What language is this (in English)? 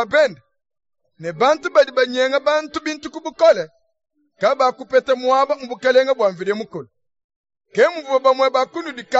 Luba-Lulua